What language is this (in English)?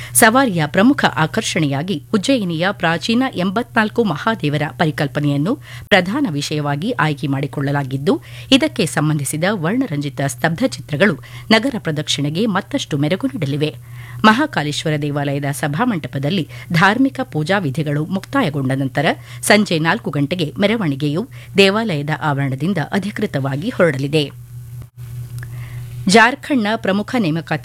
Kannada